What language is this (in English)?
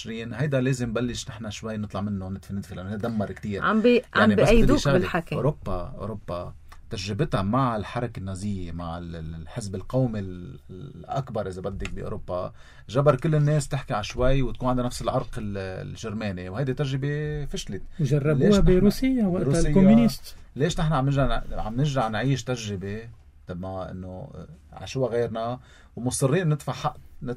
North Levantine Arabic